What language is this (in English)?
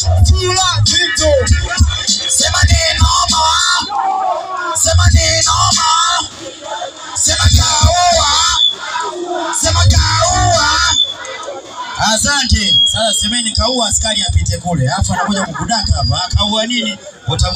Swahili